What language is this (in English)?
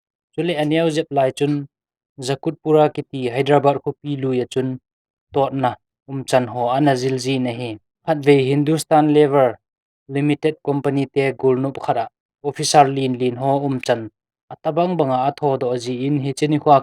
Thado Chin